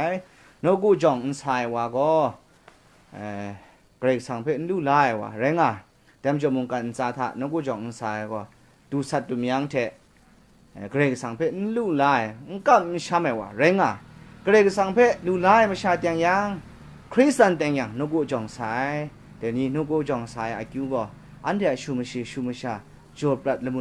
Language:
Kachin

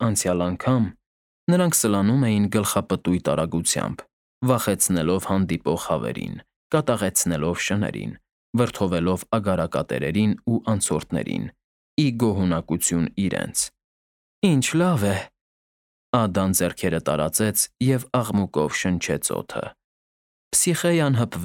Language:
Armenian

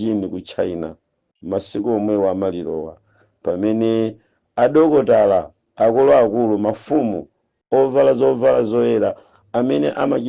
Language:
Nyanja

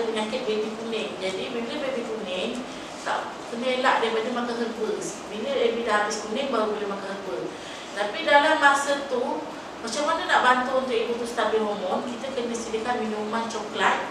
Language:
Malay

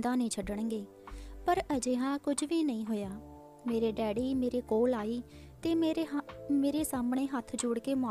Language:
Punjabi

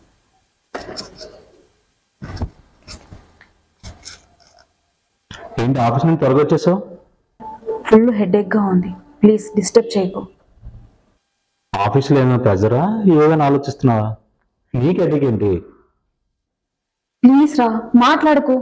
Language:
Telugu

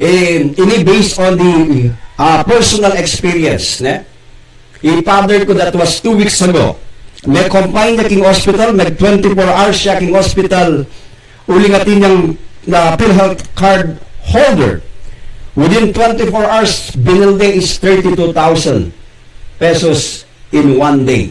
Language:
Pampanga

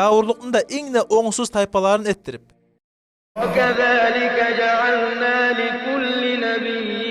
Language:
Kumyk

